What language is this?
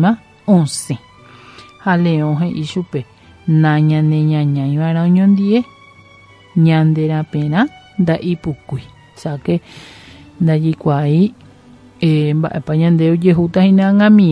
Guarani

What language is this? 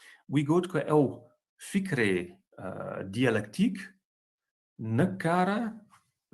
Kurdish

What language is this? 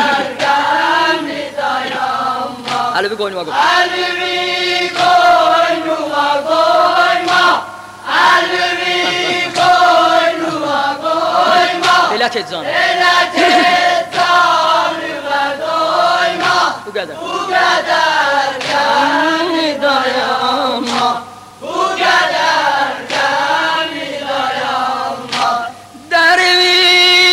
Turkish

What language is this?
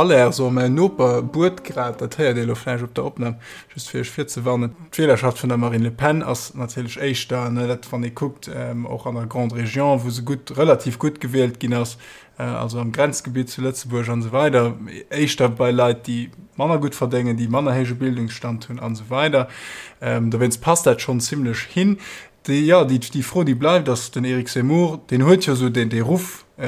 Luxembourgish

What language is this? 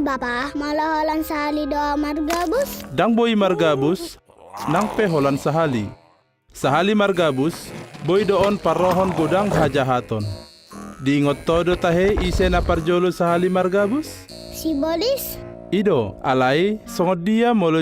Batak Toba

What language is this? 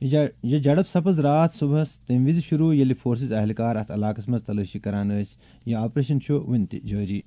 Kashmiri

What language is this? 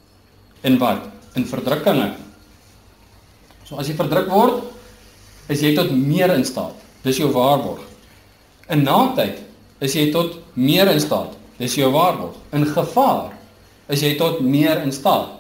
Afrikaans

